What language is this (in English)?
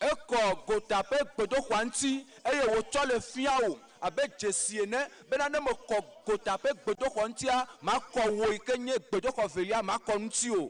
Ewe